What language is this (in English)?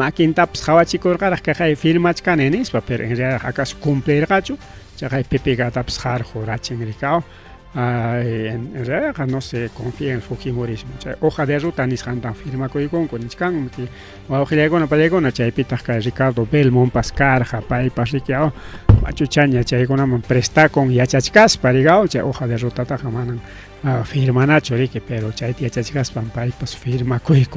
Ayacucho Quechua